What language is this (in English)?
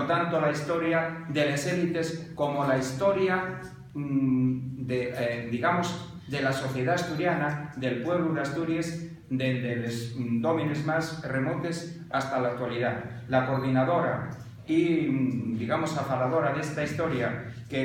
Asturian